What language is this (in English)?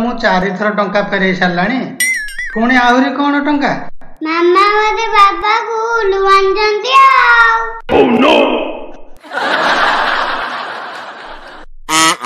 Odia